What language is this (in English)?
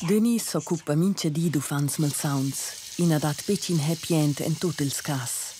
Romansh